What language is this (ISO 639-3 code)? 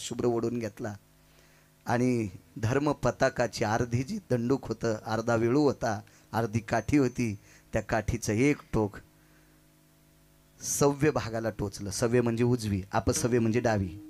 mar